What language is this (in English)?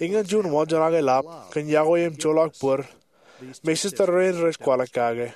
Marshallese